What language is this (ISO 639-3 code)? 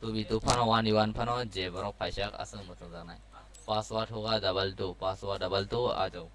trp